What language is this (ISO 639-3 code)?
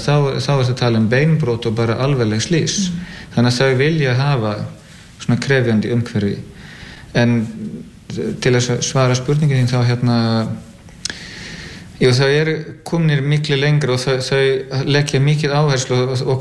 isl